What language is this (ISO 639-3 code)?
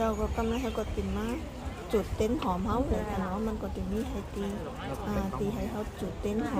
shn